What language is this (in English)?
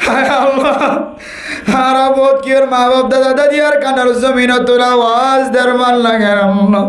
Rohingya